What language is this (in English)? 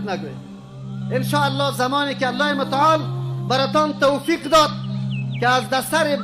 Persian